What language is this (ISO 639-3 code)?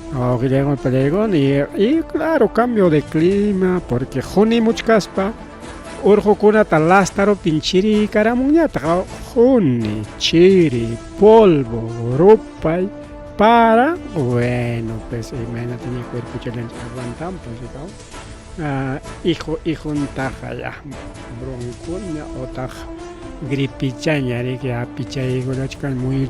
quy